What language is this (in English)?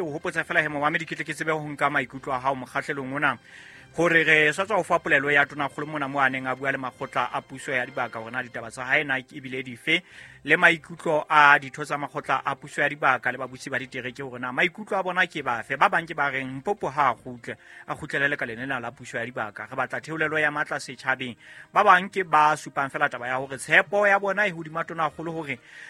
Southern Sotho